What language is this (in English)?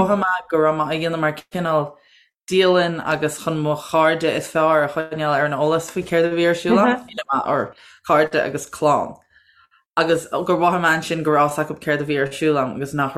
Irish